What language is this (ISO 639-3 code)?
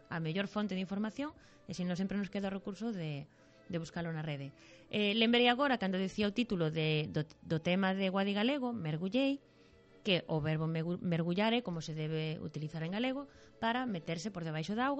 glg